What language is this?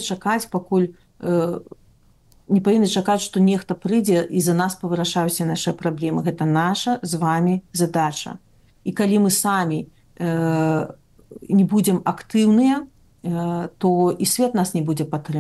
Belarusian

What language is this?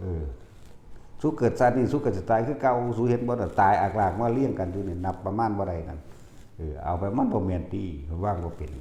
Northeastern Thai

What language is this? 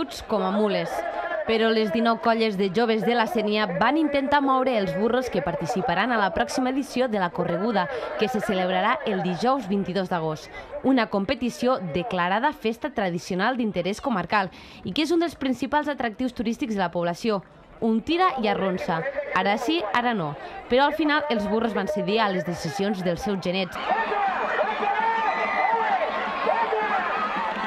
Catalan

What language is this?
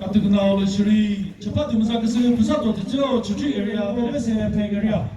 Chokri Naga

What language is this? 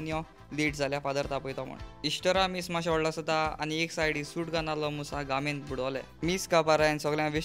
Konkani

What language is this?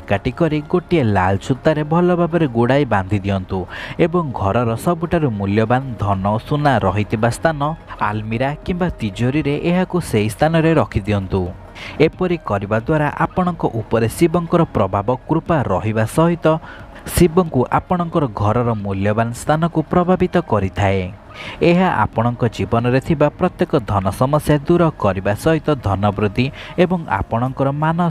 Odia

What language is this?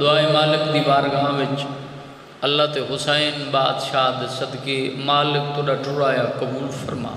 Saraiki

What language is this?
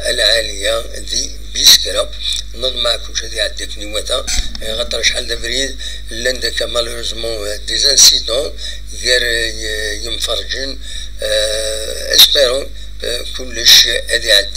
Kabyle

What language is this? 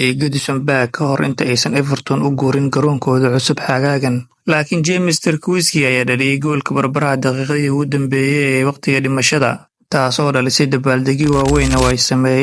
Somali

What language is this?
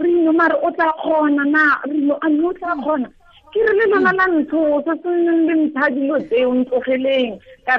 Tswana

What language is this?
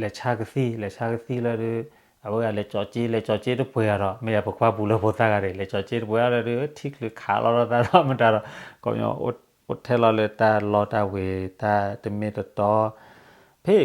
S'gaw Karen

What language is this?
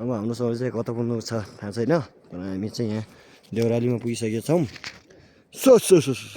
Nepali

